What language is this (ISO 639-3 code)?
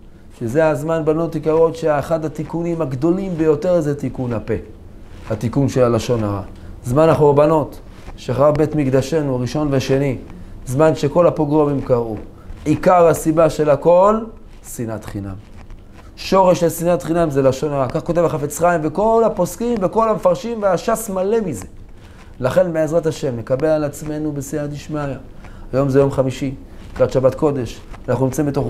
heb